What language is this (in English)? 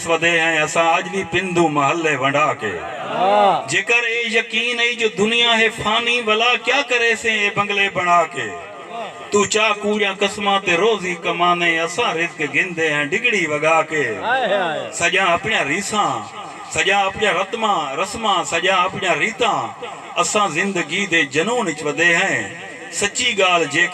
Saraiki